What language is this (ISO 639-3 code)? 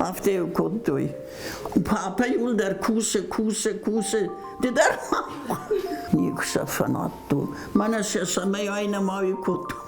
oss